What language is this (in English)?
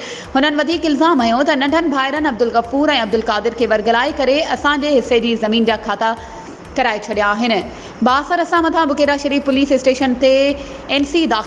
Sindhi